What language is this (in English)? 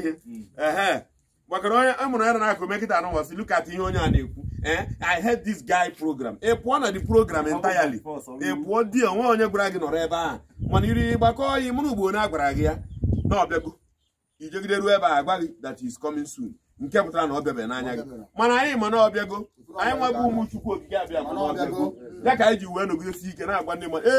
Igbo